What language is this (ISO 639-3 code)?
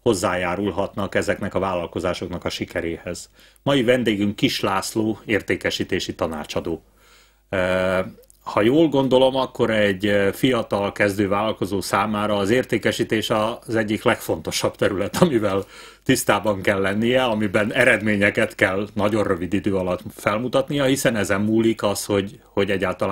hun